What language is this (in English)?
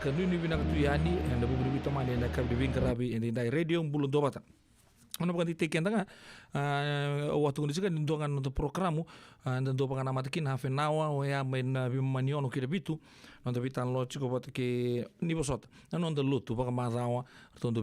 Fijian